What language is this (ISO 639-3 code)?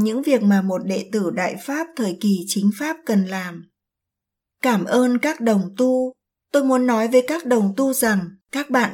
vie